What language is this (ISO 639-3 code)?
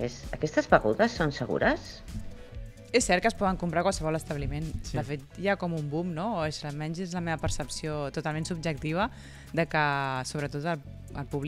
cat